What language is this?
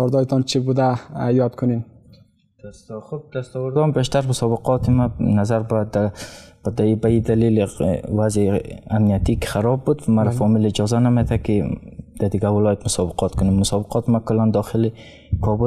Persian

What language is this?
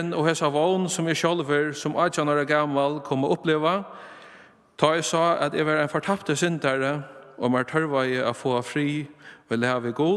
Faroese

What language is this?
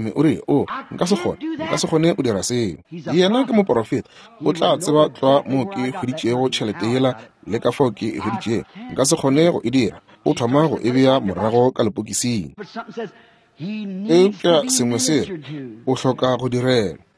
Northern Sotho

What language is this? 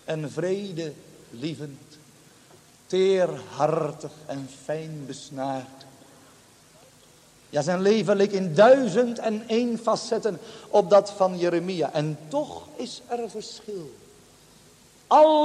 Dutch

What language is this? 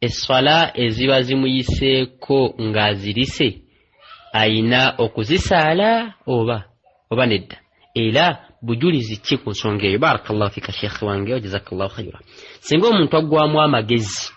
Ganda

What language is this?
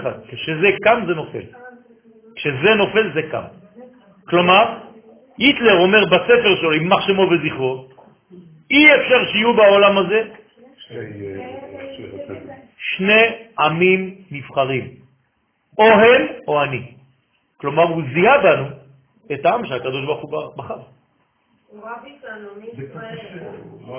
Hebrew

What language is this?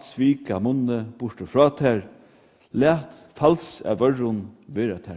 Faroese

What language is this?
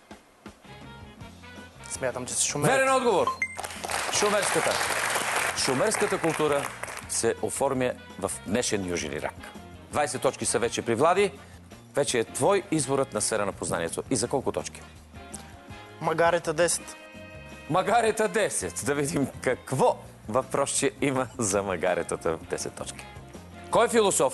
Bulgarian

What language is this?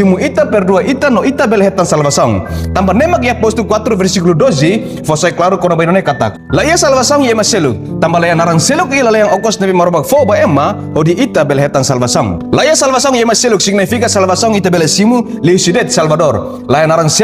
Tetum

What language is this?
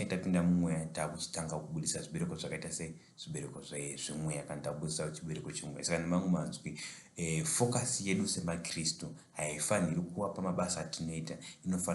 Shona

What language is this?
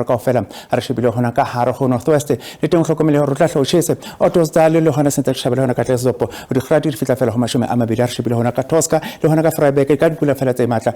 Southern Sotho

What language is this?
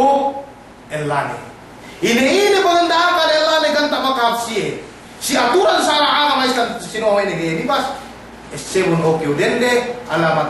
Yakan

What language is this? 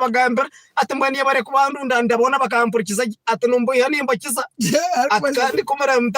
Nyankole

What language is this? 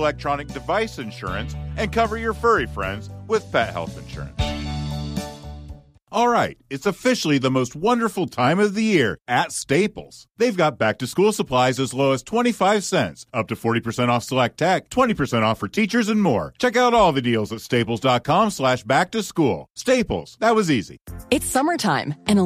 English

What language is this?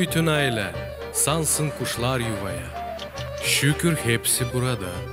Gagauz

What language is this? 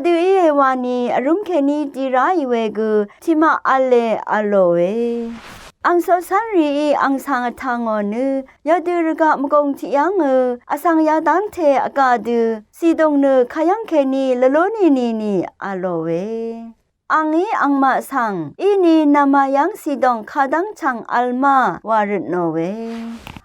Rawang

